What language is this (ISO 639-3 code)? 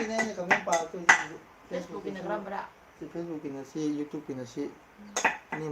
mni